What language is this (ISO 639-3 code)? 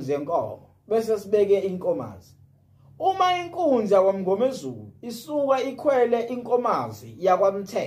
zul